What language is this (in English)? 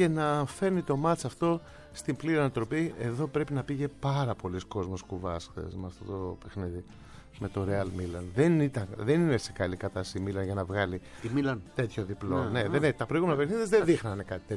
Greek